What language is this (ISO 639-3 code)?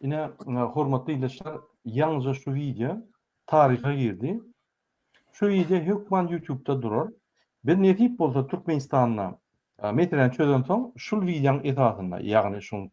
tuk